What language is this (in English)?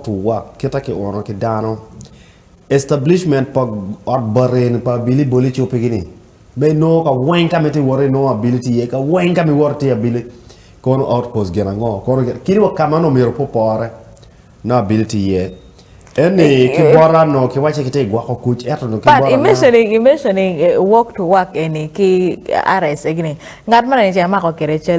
Acoli